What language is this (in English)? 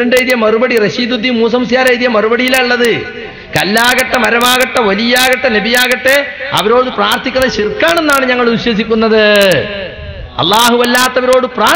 Malayalam